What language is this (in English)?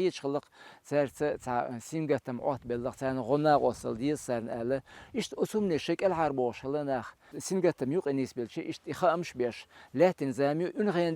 Chechen